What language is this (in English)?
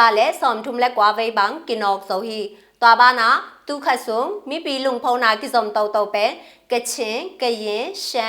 Tedim Chin